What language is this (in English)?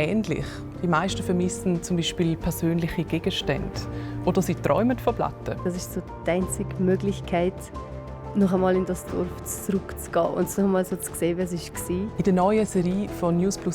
Swiss German